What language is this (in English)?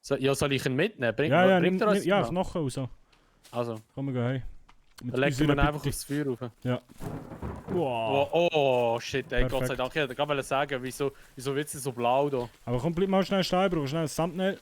Swiss German